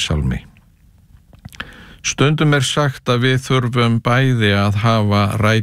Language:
Icelandic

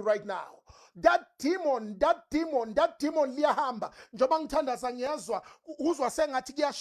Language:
Zulu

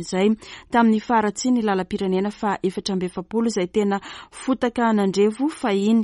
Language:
Malagasy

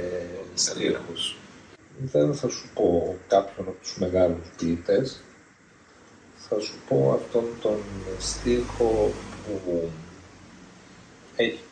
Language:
Greek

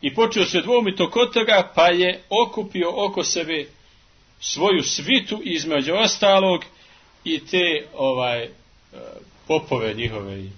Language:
Bosnian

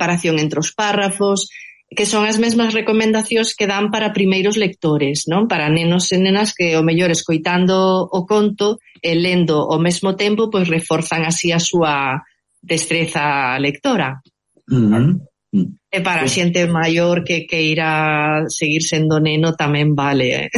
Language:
Galician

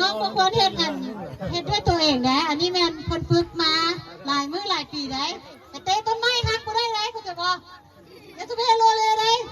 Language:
Lao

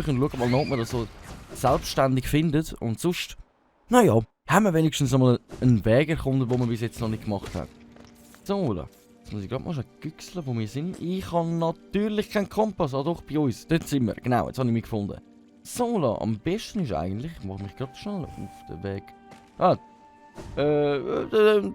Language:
Swiss German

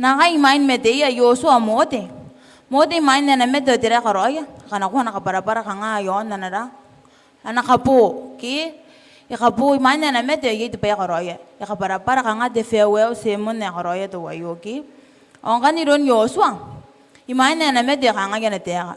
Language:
Gilbertese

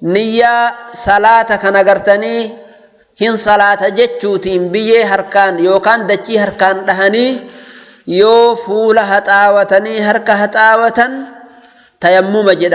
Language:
Oromo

